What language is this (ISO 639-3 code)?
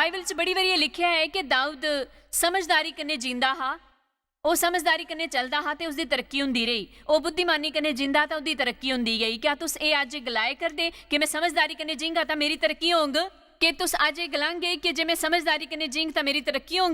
doi